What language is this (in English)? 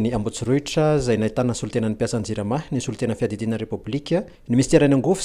Malagasy